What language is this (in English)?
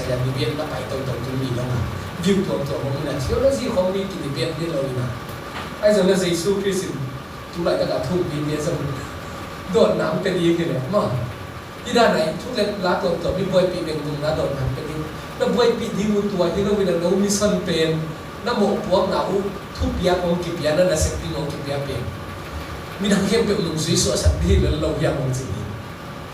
Tedim Chin